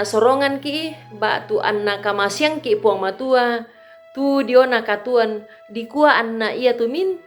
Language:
Toraja-Sa'dan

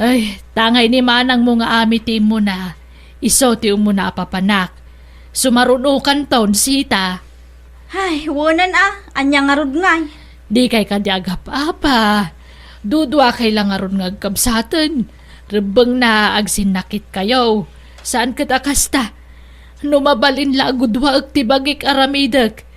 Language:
Iloko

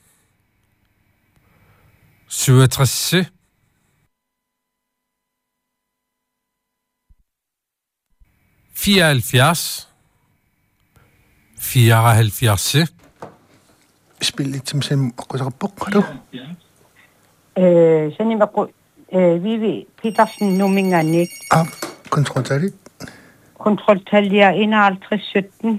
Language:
Danish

